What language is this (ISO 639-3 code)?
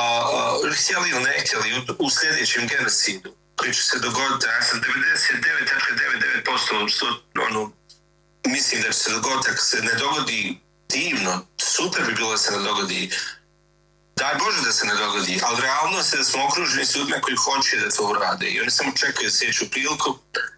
bos